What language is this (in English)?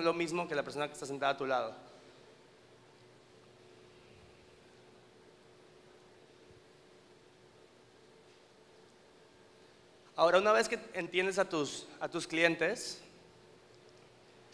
Spanish